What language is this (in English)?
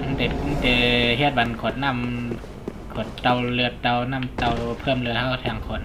Shan